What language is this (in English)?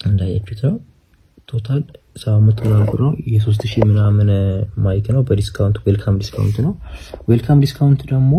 Amharic